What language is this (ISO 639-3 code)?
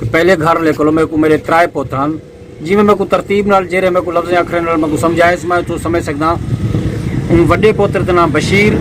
skr